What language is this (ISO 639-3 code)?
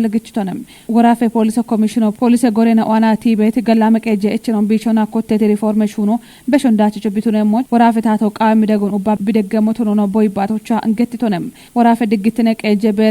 kbr